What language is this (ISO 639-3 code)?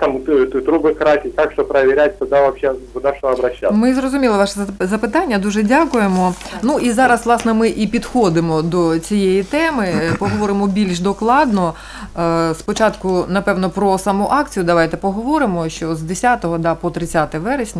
ukr